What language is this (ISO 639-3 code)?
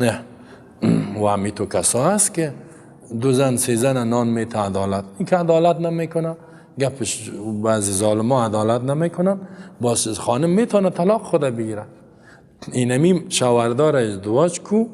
fas